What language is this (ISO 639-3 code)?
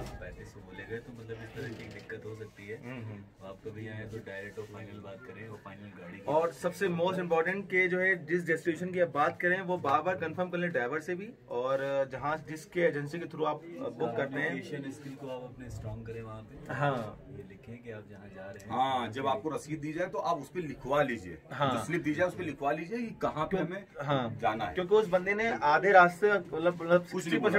hin